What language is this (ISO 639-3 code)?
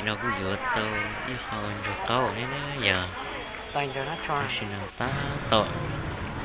hmn